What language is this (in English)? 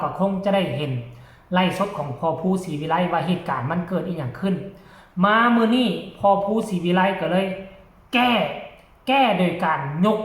Northeastern Thai